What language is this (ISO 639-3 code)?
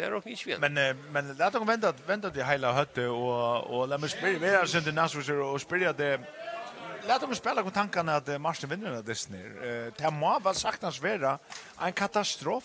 fao